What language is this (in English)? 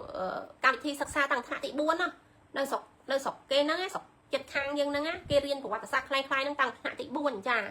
Khmer